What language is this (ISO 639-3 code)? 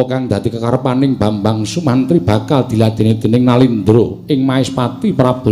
jav